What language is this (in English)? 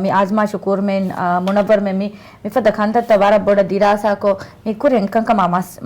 Divehi